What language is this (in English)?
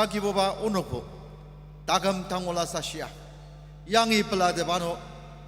Ao Naga